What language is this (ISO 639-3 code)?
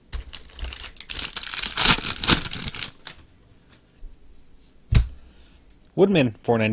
eng